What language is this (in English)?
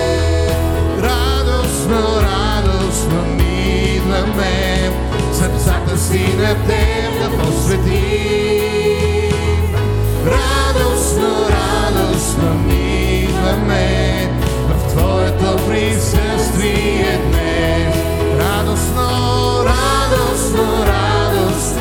Bulgarian